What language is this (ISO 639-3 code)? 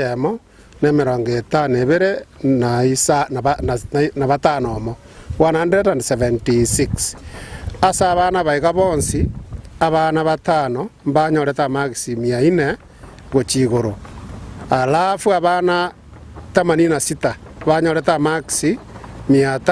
guz